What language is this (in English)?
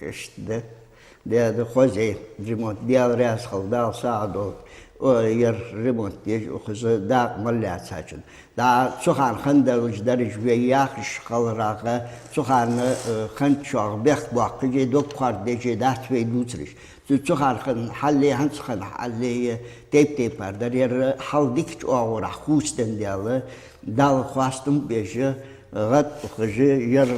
Ingush